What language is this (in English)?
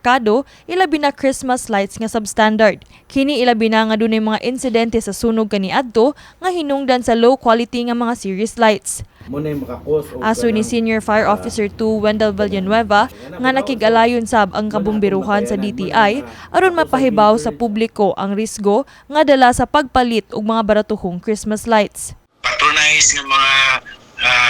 Cebuano